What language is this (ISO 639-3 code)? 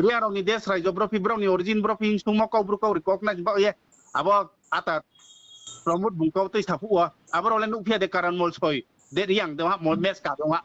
ria